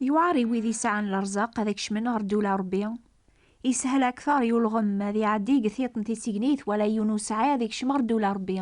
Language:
Kabyle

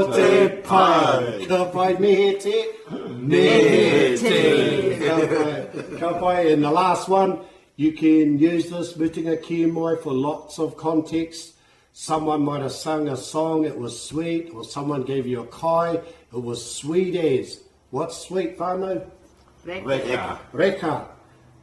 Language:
Māori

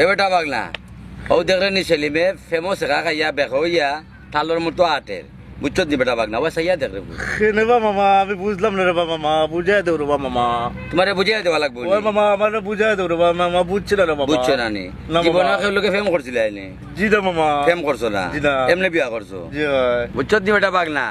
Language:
Sylheti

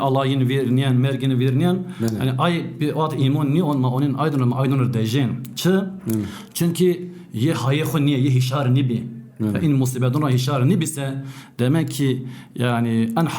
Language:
Zaza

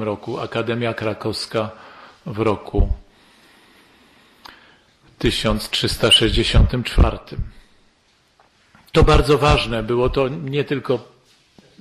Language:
Polish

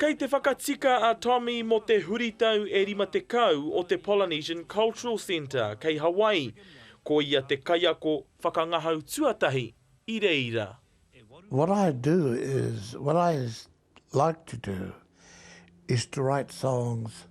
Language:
Māori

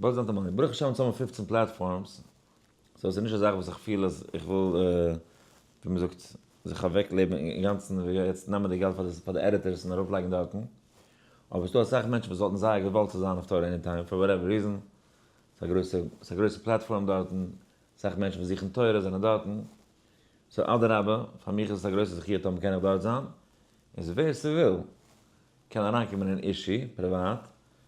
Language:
Yiddish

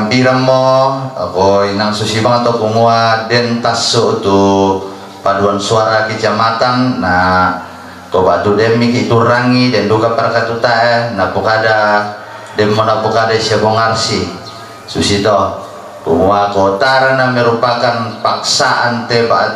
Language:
Toraja-Sa'dan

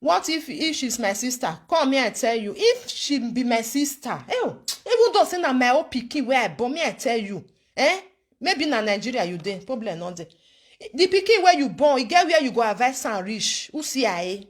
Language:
Nigerian Pidgin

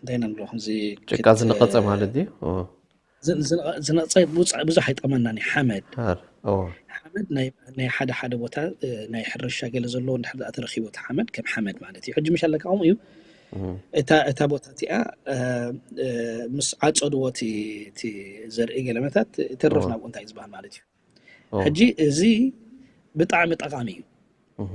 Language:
Tigrinya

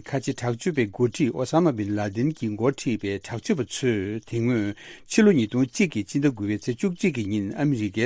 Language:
Tibetan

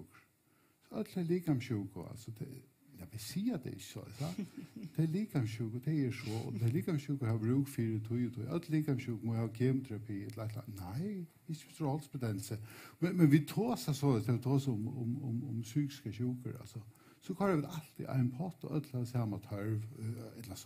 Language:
Faroese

